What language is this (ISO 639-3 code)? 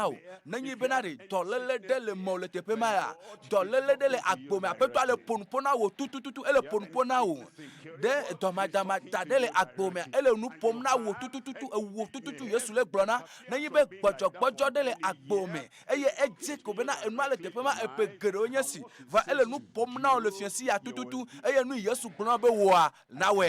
ewe